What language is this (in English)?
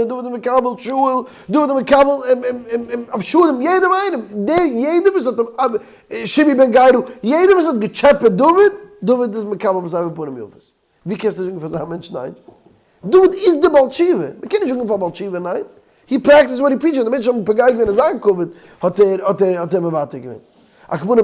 Yiddish